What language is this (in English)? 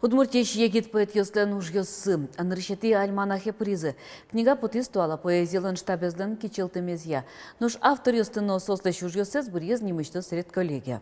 Udmurt